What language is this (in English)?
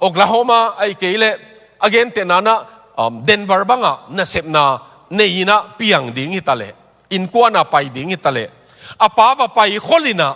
Tedim Chin